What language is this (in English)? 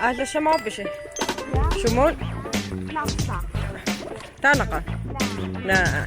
Kalaallisut